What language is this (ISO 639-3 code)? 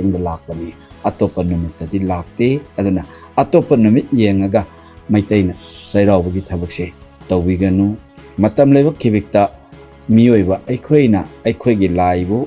mni